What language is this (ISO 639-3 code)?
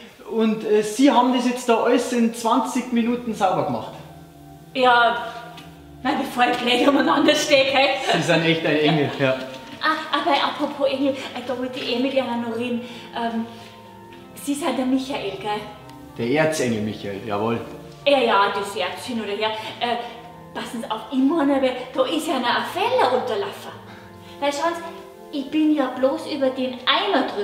bar